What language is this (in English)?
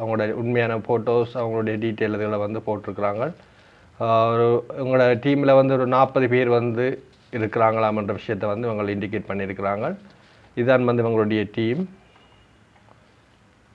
Tamil